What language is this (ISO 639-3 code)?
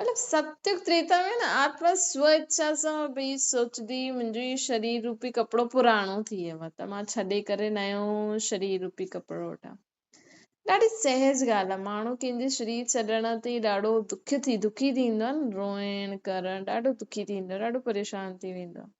snd